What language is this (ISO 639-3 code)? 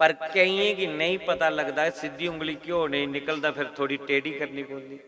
doi